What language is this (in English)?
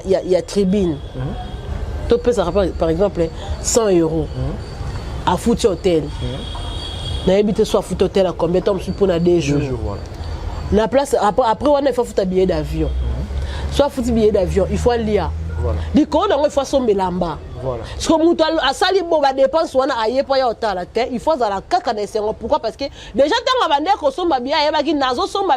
Lingala